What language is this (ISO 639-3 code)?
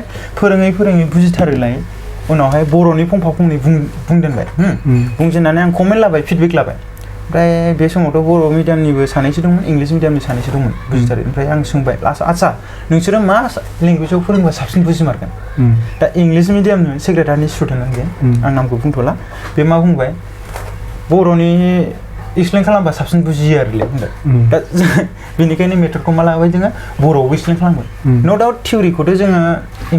brx